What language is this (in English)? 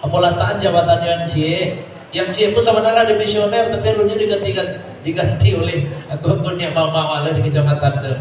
Minangkabau